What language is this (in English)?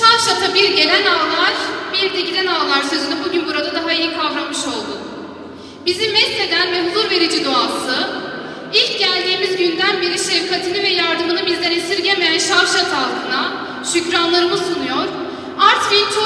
Turkish